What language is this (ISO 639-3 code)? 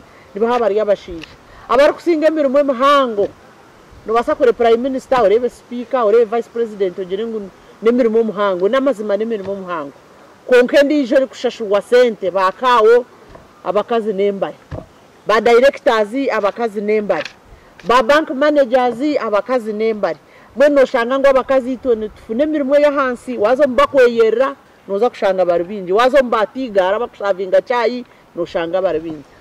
nyn